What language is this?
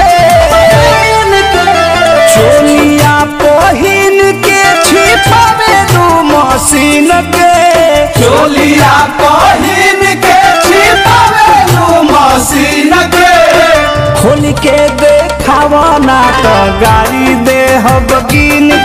Bhojpuri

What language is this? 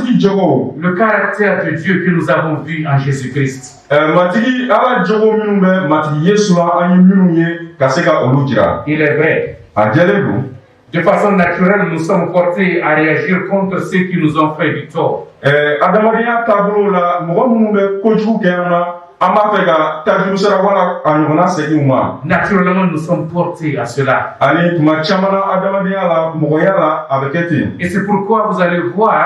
Bambara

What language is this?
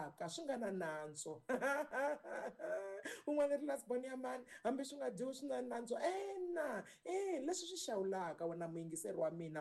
Tsonga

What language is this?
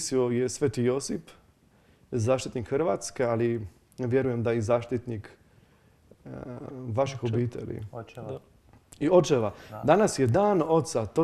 Croatian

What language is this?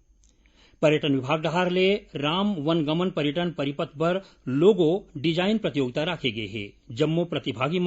Chhattisgarhi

